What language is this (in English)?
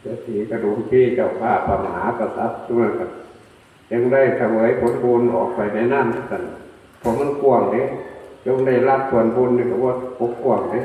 Northeastern Thai